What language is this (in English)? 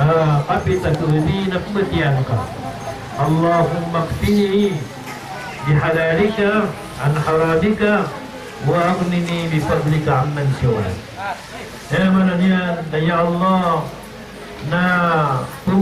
Maranao